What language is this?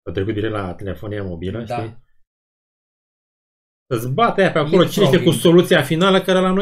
Romanian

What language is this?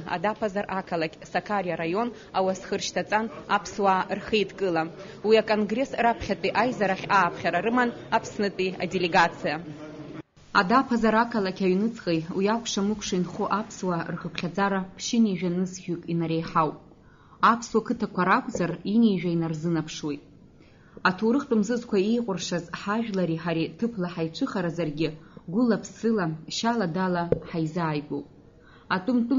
Abkhazian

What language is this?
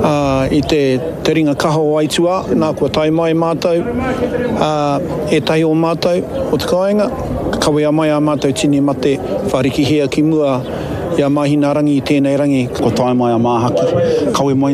Māori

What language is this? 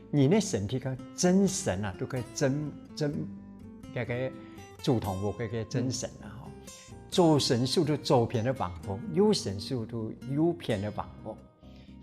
Hakka Chinese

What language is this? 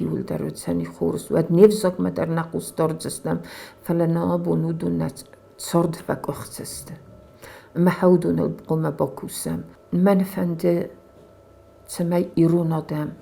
Ossetic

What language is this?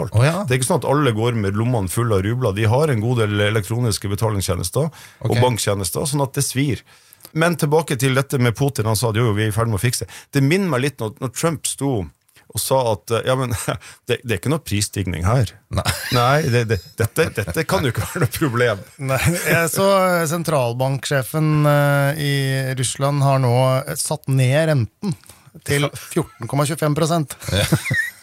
Norwegian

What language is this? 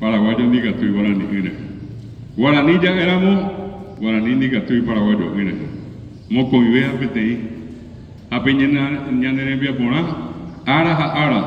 Guarani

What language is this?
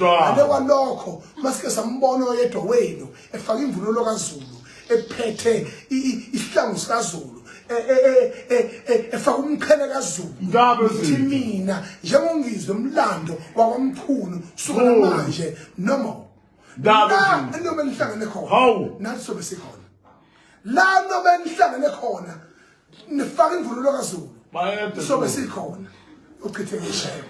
Zulu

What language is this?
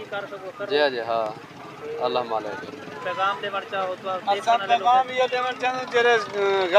Saraiki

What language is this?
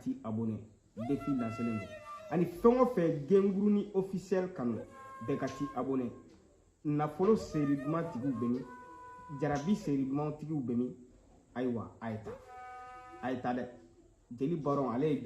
Bambara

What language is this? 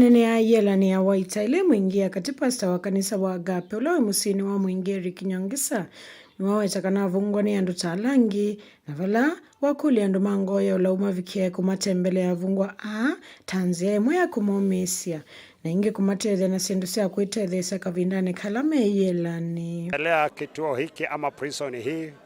Kamba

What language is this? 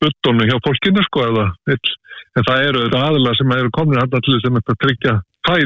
Icelandic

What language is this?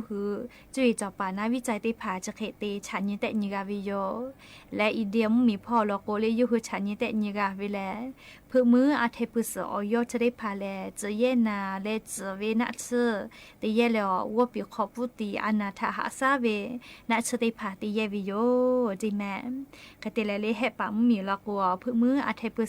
Lahu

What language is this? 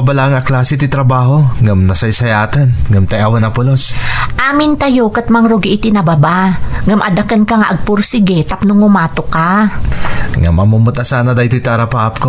Iloko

